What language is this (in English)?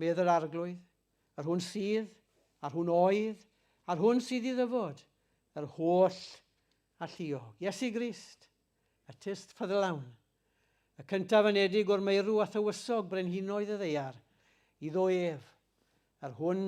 Welsh